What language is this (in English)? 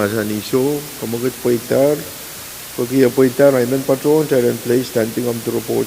Pohnpeian